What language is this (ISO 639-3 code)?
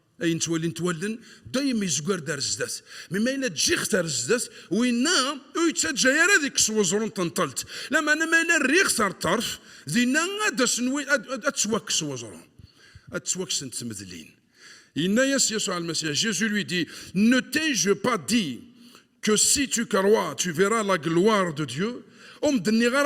kab